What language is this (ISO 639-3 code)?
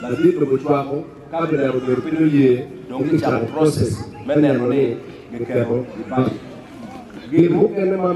ach